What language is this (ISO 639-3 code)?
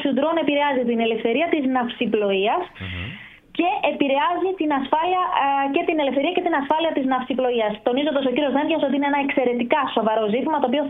ell